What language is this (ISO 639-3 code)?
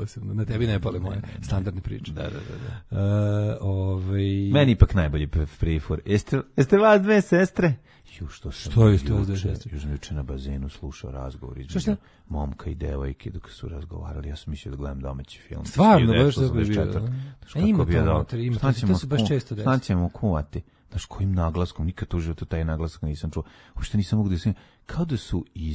srp